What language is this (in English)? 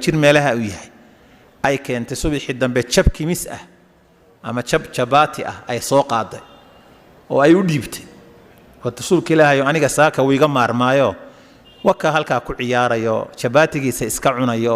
Somali